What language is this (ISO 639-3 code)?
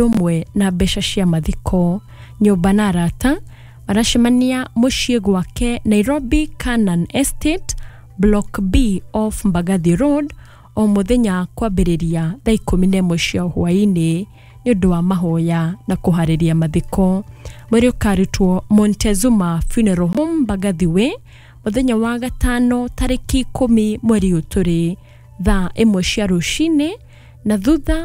kik